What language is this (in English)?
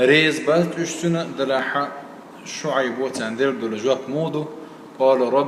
Chechen